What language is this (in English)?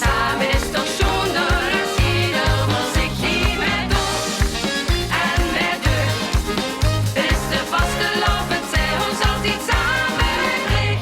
Limburgish